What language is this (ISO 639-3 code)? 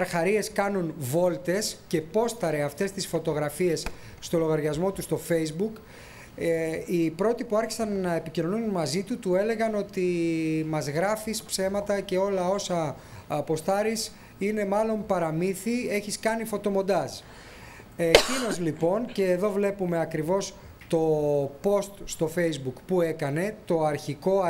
ell